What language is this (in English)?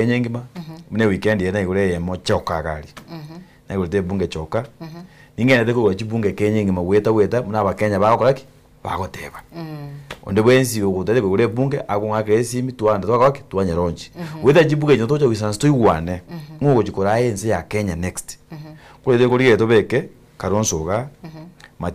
Gusii